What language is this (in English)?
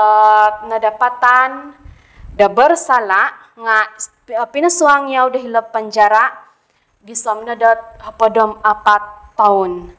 Central Dusun